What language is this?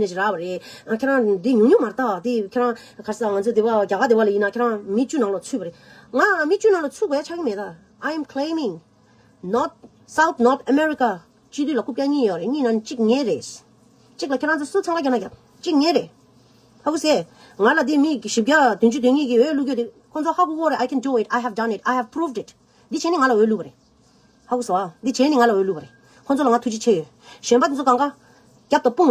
Tibetan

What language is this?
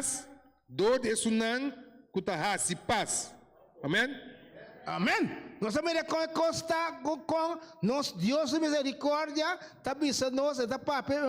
Papiamento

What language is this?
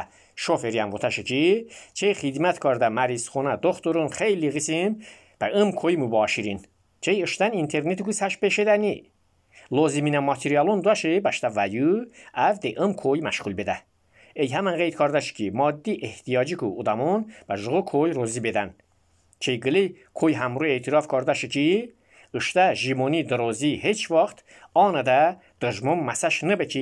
Azerbaijani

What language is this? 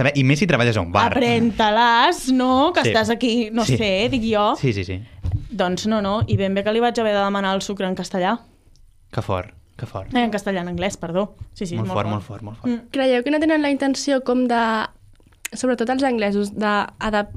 Catalan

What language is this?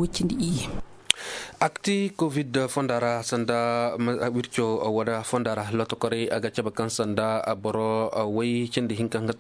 Koyraboro Senni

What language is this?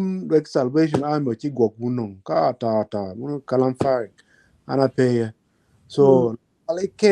Acoli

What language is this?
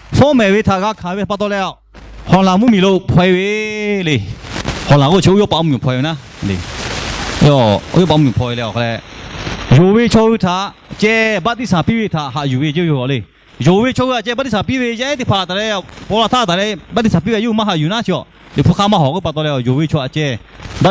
Lahu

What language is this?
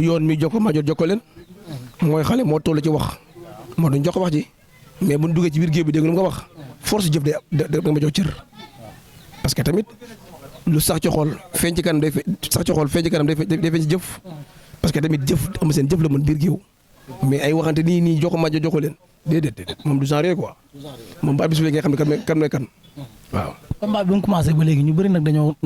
Wolof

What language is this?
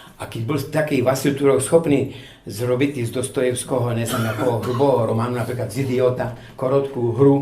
Rusyn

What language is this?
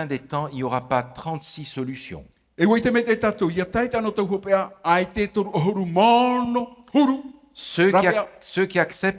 Tahitian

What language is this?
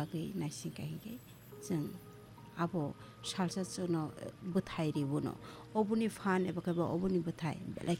Kok Borok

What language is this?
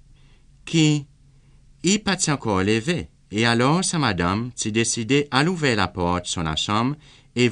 Seselwa Creole French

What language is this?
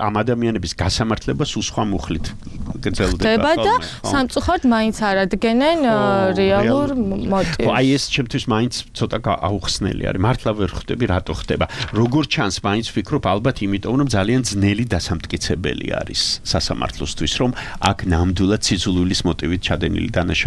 Georgian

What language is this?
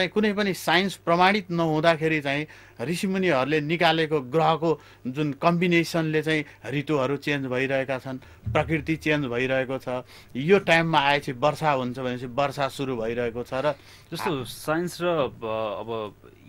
Nepali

